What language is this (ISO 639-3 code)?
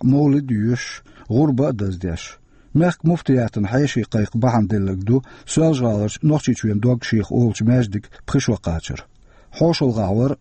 che